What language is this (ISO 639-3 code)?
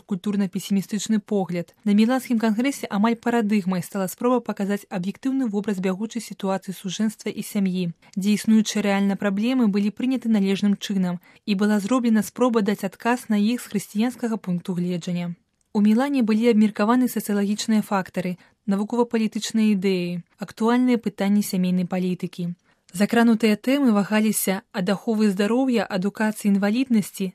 bel